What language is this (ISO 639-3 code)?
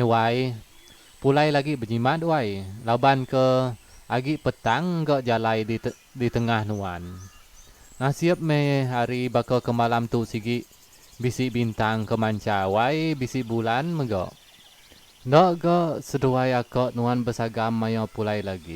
iba